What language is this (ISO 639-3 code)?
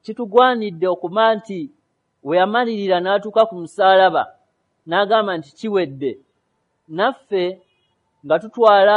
lug